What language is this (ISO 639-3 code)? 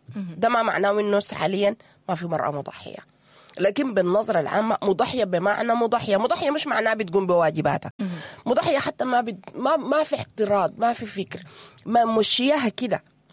apd